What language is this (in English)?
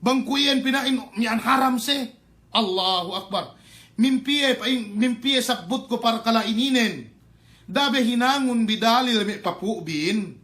Yakan